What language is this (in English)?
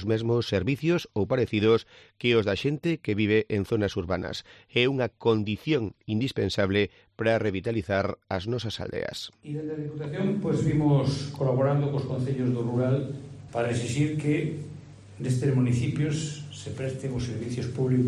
Galician